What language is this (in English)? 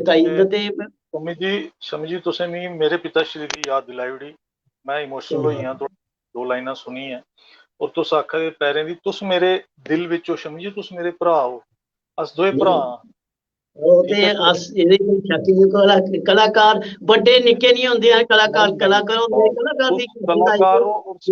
Dogri